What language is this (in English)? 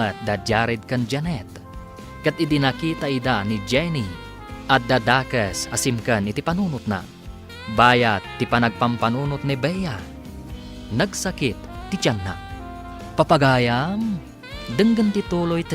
Iloko